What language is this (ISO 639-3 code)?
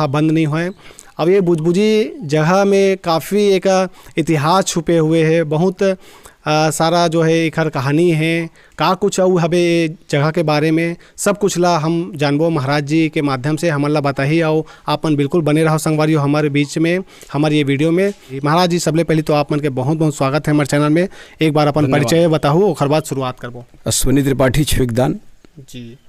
hne